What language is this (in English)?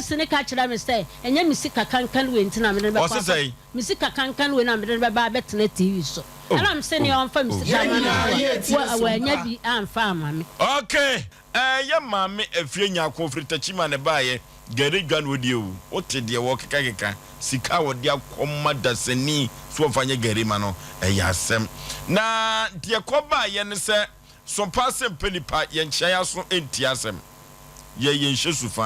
Akan